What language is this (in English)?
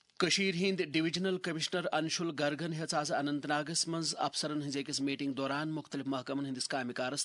Kashmiri